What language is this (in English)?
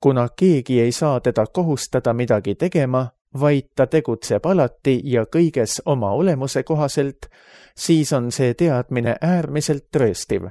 Estonian